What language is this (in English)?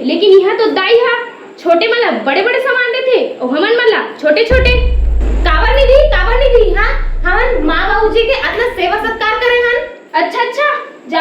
Chhattisgarhi